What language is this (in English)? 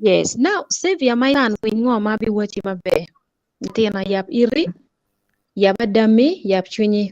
Acoli